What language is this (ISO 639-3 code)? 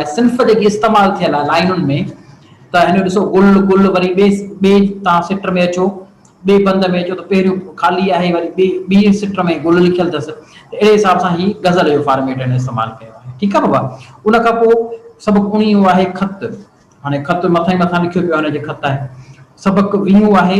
snd